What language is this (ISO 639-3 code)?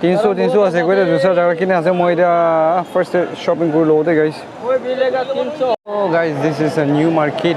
nag